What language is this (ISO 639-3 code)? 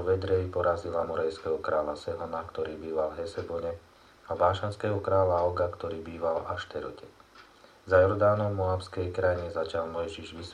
slk